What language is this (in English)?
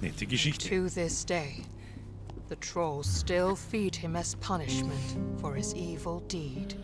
Bavarian